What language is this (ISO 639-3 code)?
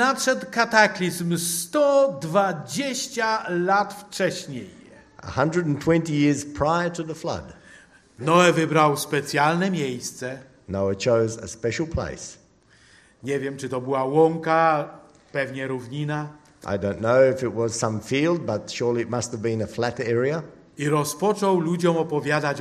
pol